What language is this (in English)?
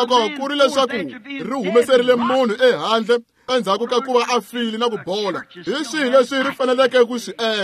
Tsonga